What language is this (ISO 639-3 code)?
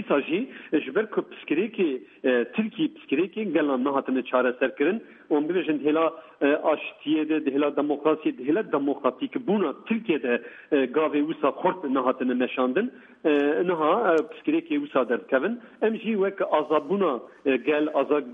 kur